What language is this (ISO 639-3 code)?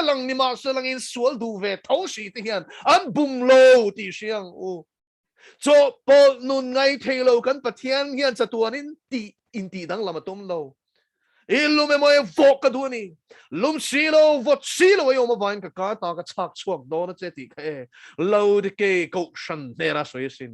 lus